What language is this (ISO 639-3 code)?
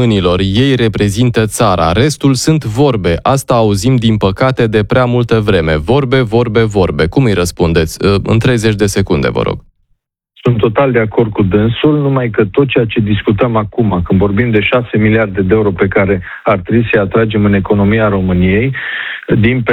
ron